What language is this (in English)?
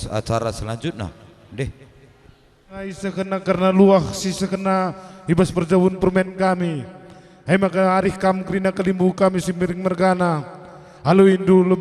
Batak Karo